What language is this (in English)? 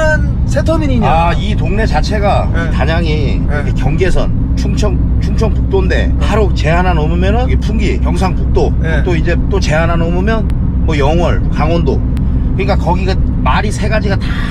Korean